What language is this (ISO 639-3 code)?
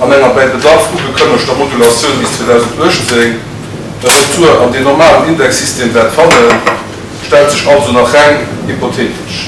ltz